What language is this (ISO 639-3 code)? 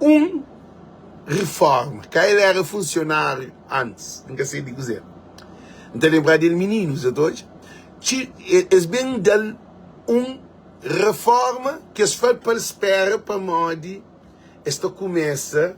kea